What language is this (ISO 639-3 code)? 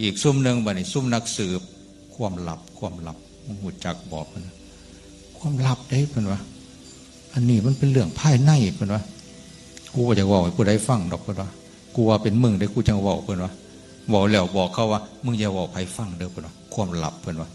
tts